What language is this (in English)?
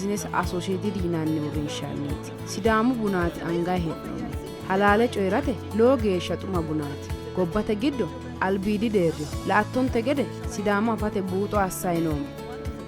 Sidamo